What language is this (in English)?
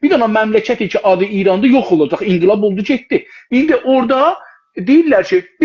South Azerbaijani